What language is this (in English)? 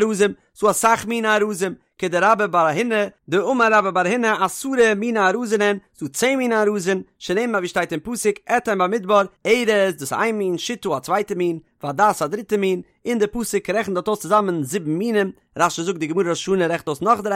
Yiddish